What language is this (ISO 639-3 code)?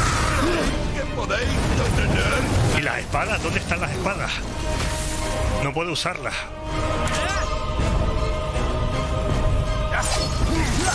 spa